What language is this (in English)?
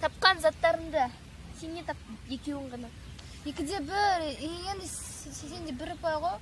Kazakh